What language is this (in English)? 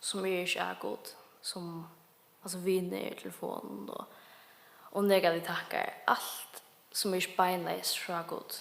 Faroese